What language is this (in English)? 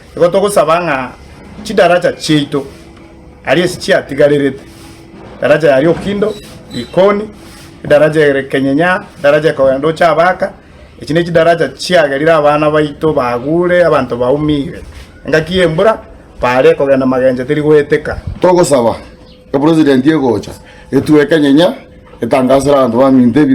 Gusii